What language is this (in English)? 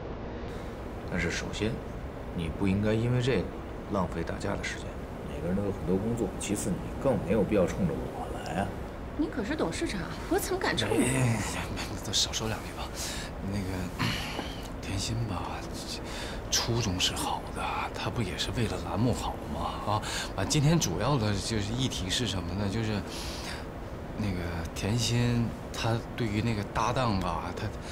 Chinese